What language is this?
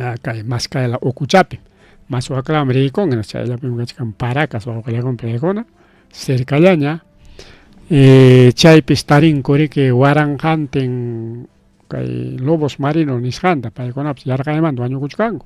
Ayacucho Quechua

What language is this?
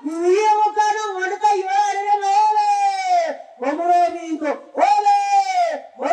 Gusii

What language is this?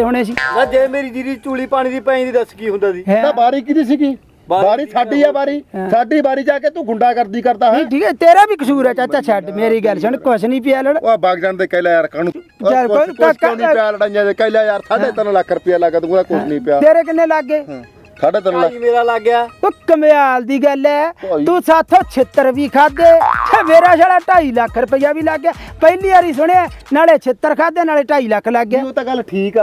Punjabi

